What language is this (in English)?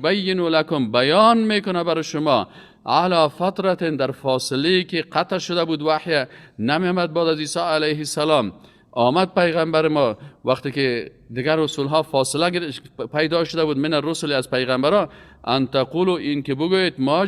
Persian